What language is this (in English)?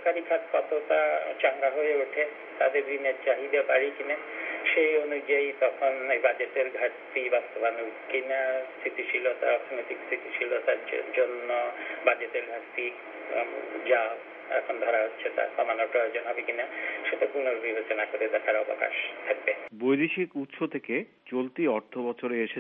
Bangla